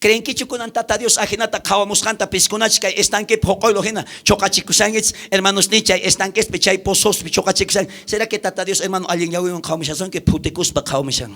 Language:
South Bolivian Quechua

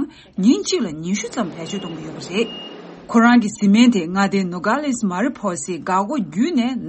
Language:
Tibetan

